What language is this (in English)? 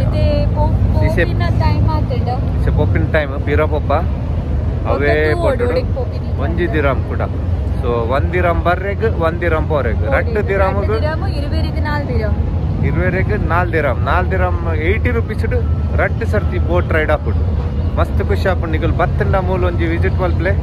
Tulu